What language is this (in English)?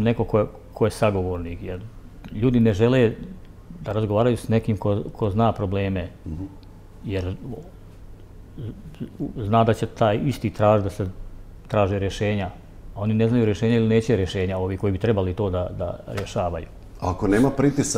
Bosnian